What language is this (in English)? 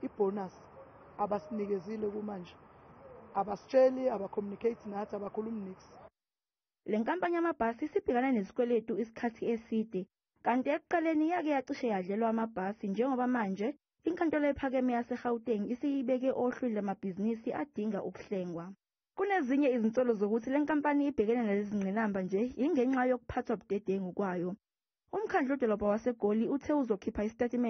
Zulu